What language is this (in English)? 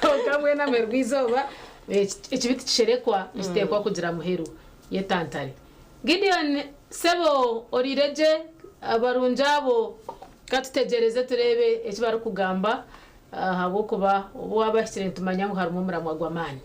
Nyankole